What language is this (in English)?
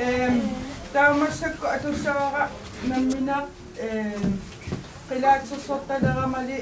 Kalaallisut